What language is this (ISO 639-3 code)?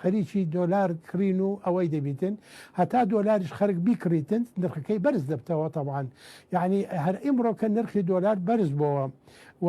ckb